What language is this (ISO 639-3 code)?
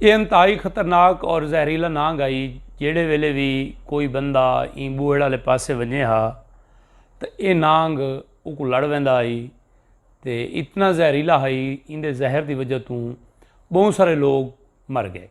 skr